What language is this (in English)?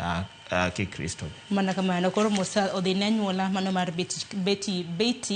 Luo (Kenya and Tanzania)